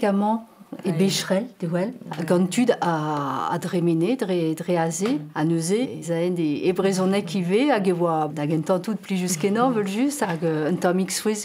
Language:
Breton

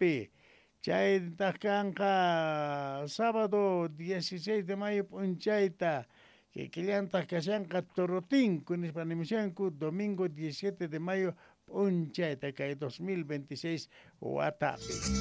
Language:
Quechua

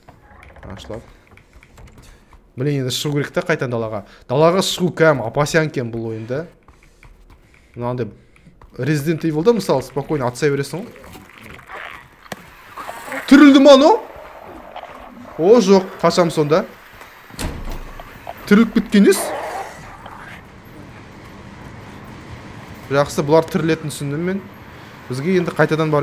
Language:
Kazakh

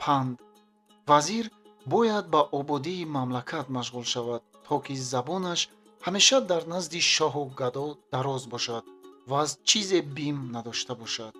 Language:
Tajik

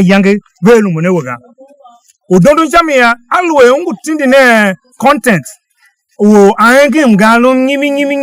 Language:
Tiv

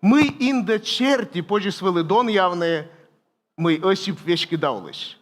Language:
Komi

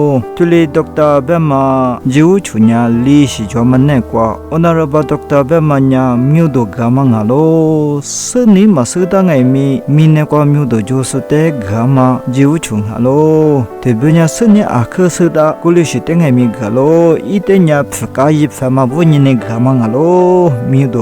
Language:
Lisu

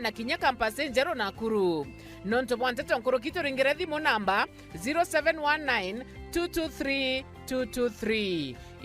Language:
Meru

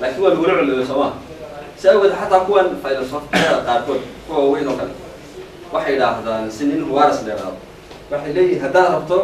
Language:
Somali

